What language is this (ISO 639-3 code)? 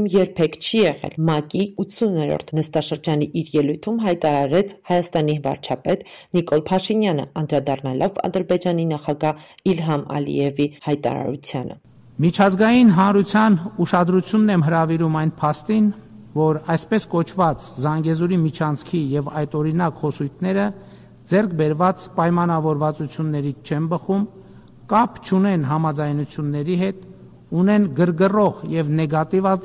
hye